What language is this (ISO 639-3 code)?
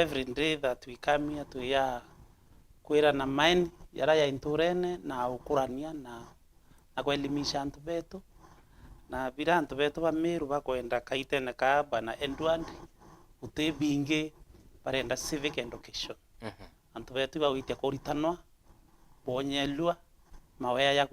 mer